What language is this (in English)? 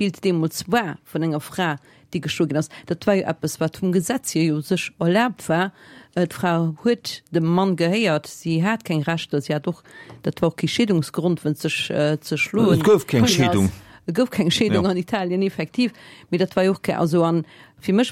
Luxembourgish